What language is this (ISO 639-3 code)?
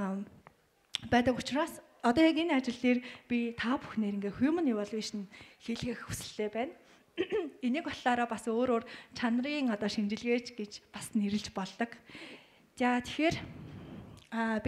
mon